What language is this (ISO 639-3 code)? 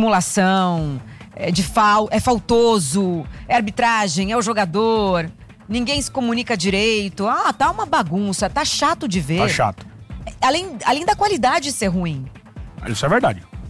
por